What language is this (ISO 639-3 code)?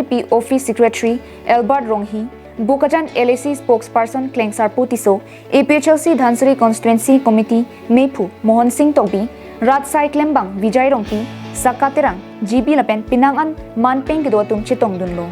mjw